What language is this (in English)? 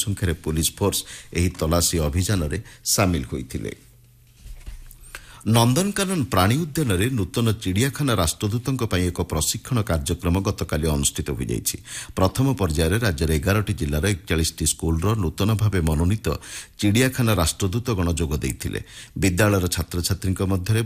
Odia